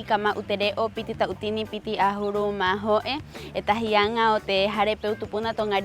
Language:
Rapanui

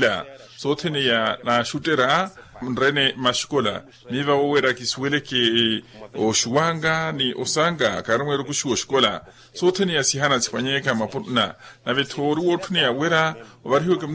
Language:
Makhuwa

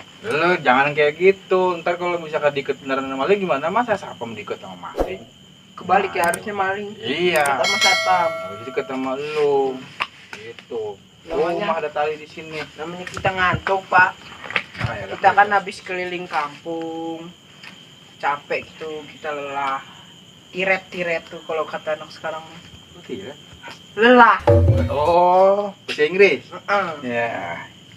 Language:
Betawi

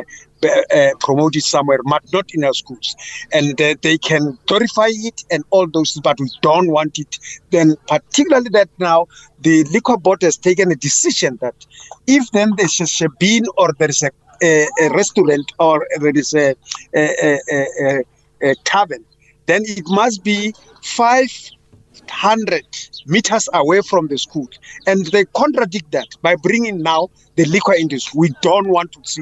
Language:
English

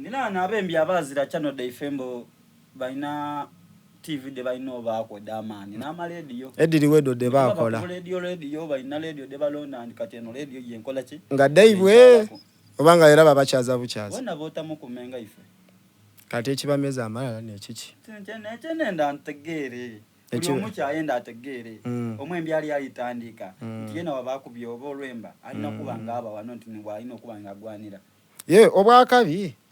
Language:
Soga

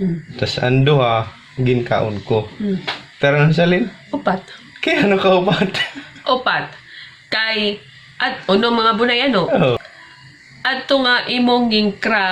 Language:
Waray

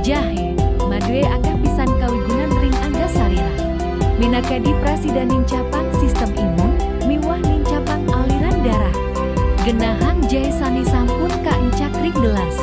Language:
Balinese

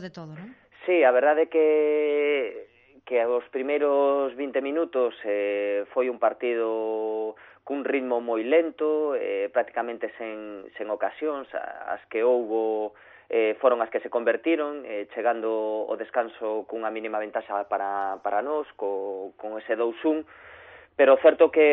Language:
Galician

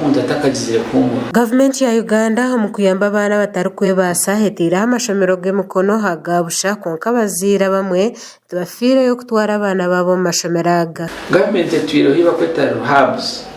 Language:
Nyankole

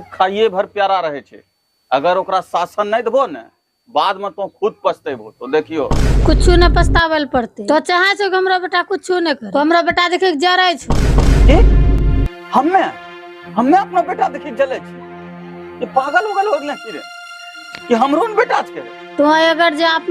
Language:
Angika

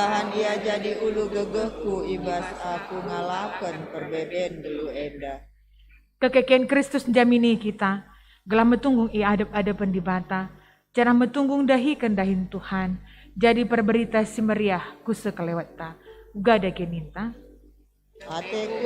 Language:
Batak Karo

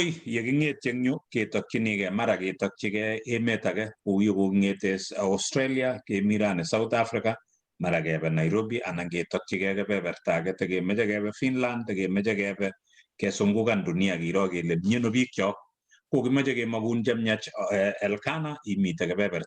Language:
Kalenjin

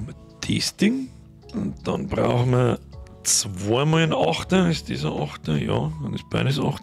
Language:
Bavarian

